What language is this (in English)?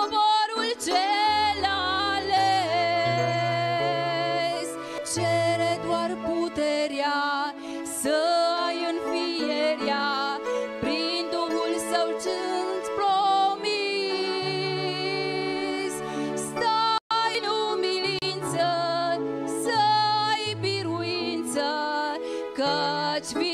Romanian